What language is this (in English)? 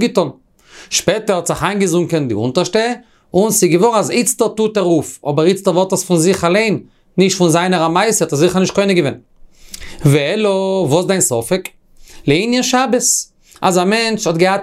Yiddish